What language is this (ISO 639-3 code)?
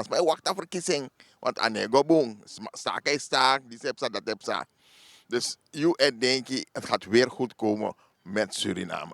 srn